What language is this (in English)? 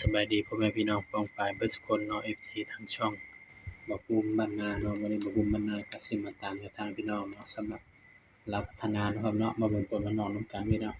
Northeastern Thai